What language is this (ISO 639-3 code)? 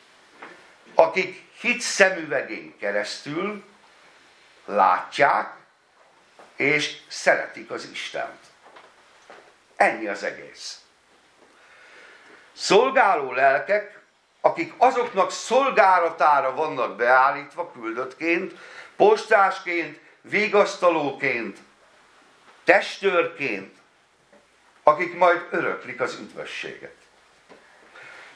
hun